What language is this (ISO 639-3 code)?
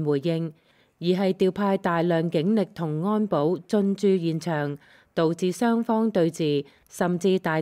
yue